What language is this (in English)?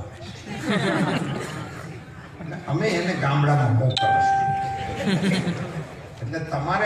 Gujarati